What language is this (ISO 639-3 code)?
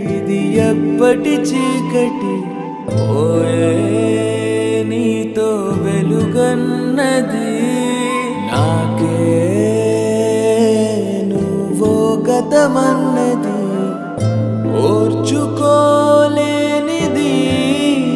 tel